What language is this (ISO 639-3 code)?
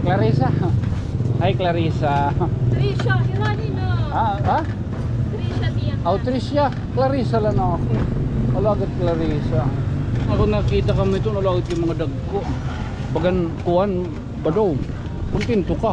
war